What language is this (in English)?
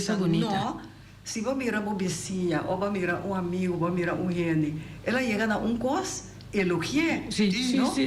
Papiamento